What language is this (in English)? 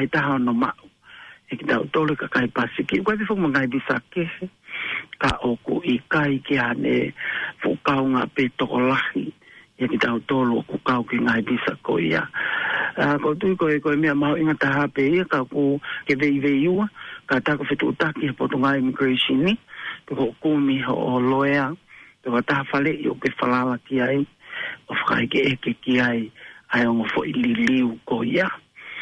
Tongan